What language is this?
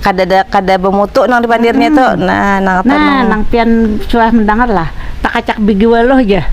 Banjar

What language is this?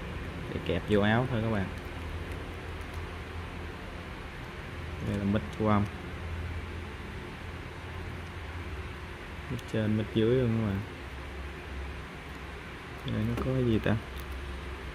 Vietnamese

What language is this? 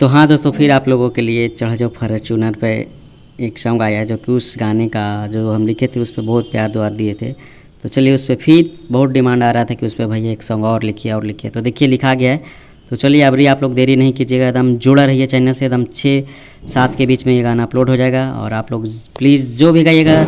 Magahi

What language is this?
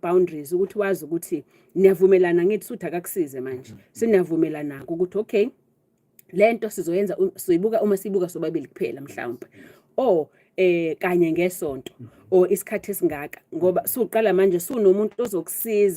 Zulu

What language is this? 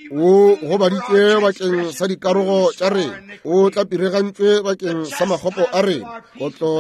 Northern Sotho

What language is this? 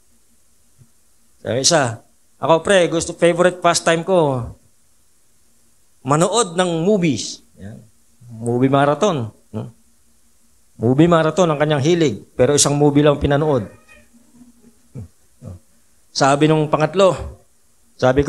Filipino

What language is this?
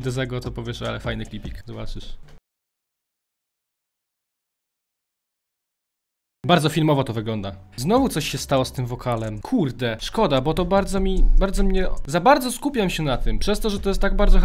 Polish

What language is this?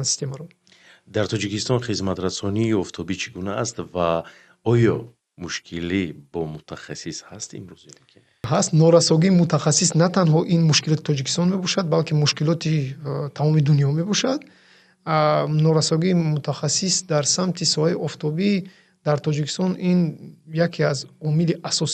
Tajik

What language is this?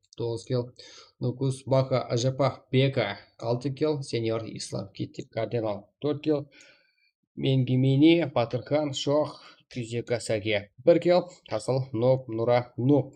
Kara-Kalpak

